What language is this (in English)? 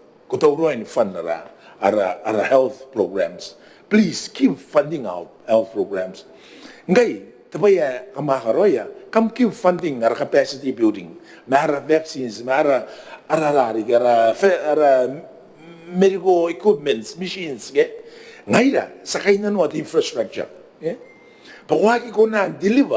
Gilbertese